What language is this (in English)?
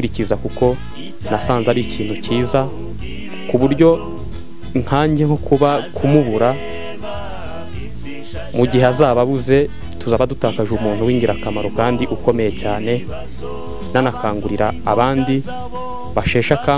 Kinyarwanda